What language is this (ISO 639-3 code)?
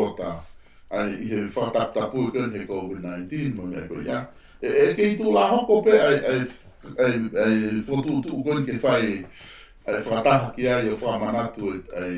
ton